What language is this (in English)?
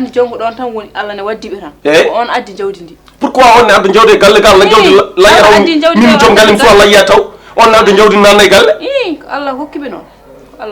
Fula